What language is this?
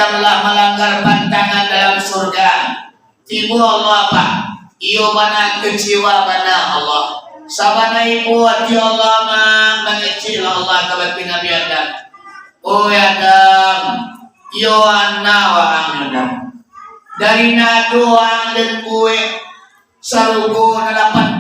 Minangkabau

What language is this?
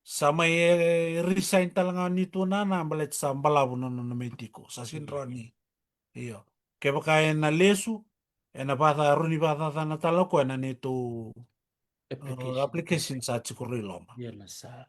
Fijian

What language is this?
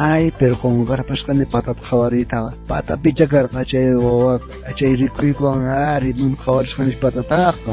South Bolivian Quechua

